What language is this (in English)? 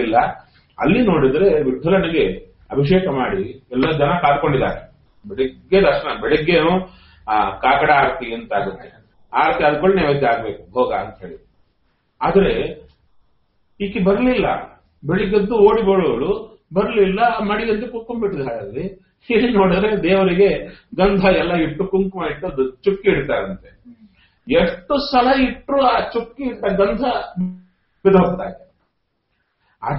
Kannada